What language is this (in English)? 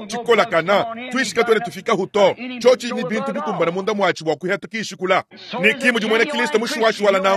Luba-Lulua